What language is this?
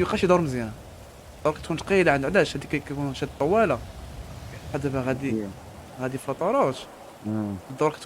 Moroccan Arabic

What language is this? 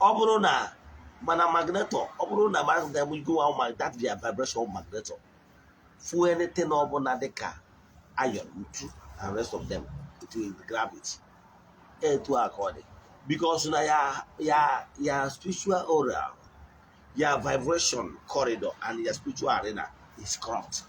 Igbo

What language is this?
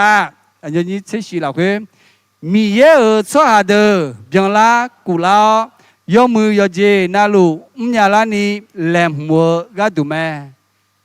Akha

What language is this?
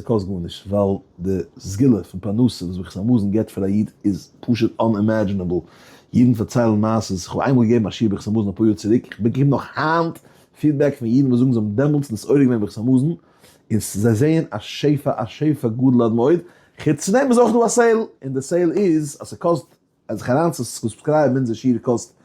Yiddish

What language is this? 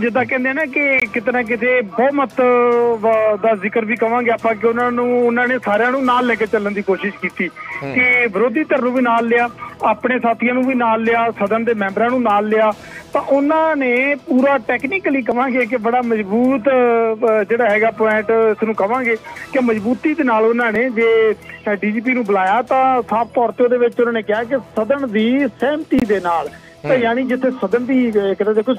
Punjabi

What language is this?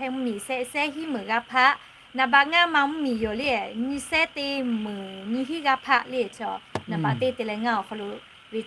Lahu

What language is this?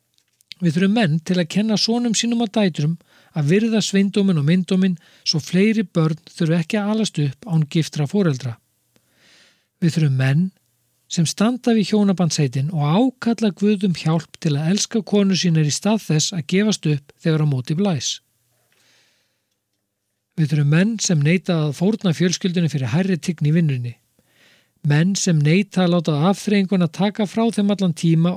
Icelandic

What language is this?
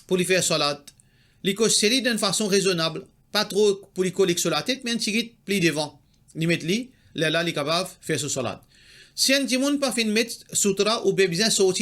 Morisyen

